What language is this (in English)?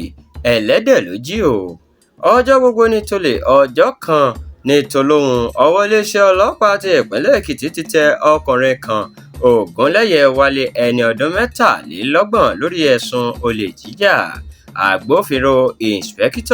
Yoruba